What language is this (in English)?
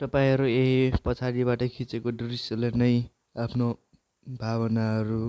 Nepali